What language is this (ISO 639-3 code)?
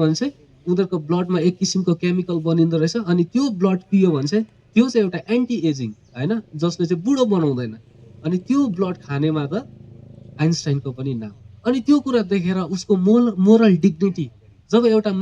nep